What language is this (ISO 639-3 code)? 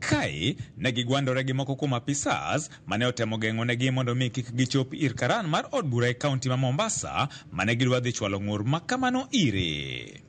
luo